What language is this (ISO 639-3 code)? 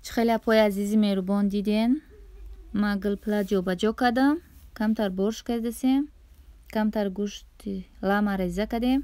tgk